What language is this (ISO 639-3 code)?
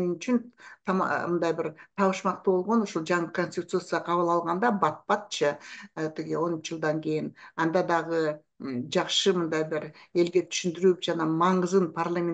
kir